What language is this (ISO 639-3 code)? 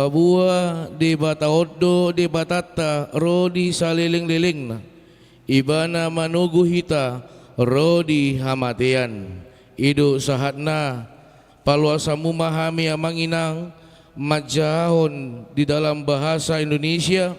bbc